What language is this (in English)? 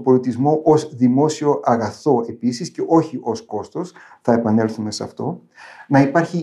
Greek